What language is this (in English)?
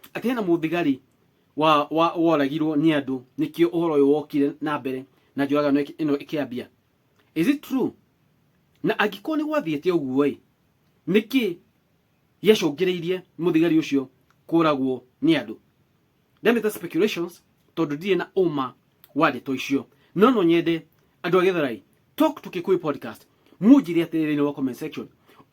Kikuyu